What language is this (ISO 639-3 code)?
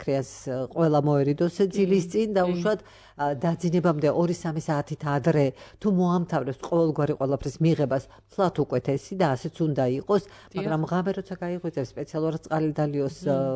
kat